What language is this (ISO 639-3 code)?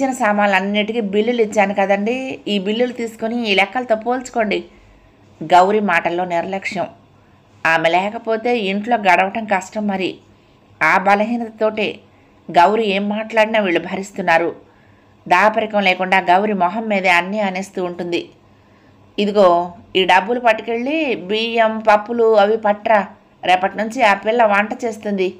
tel